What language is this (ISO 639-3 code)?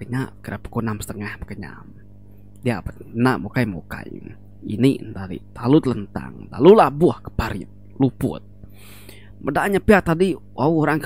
iba